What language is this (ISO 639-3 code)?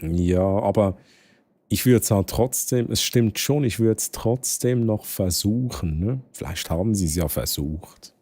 gsw